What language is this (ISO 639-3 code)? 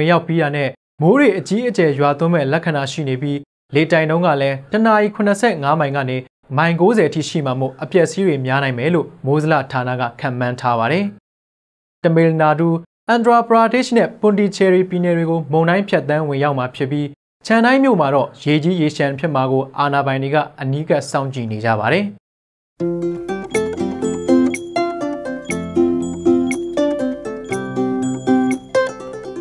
mya